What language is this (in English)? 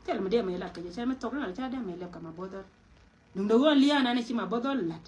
Nuer